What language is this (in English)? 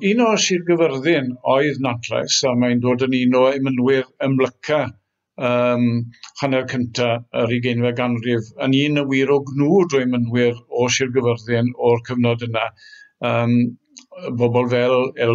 Welsh